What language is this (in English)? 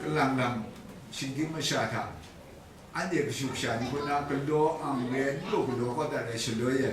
Kachin